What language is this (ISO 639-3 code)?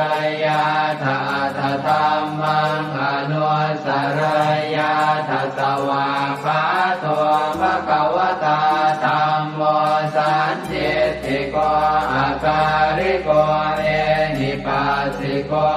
pli